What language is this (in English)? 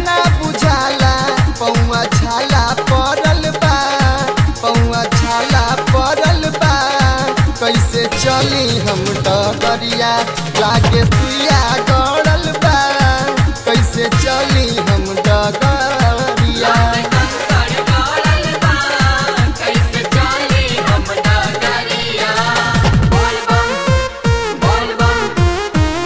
Bhojpuri